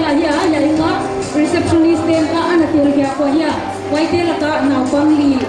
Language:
Paite Chin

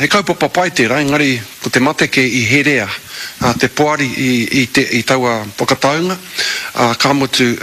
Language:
Māori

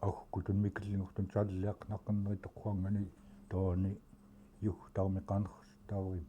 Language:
Central Yupik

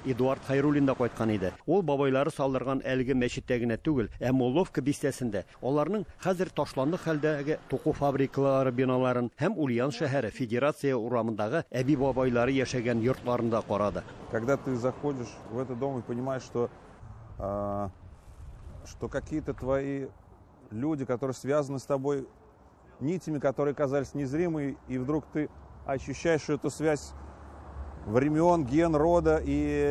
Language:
Tatar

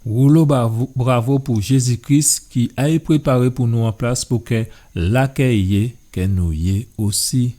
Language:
Guadeloupean Creole French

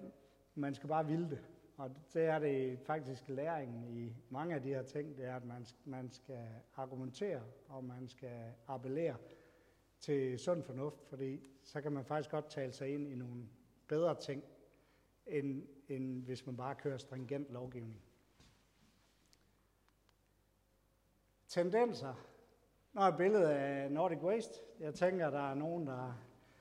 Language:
Danish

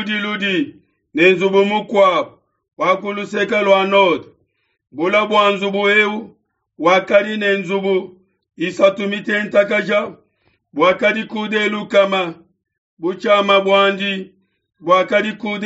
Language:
Luba-Lulua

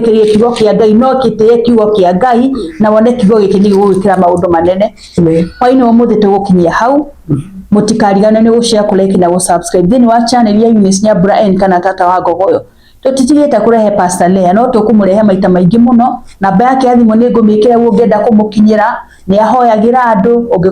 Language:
Kikuyu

